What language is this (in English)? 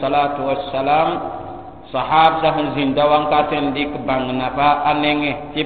Mossi